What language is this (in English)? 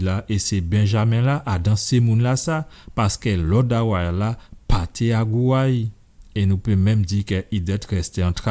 Guadeloupean Creole French